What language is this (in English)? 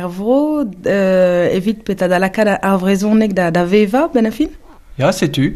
Breton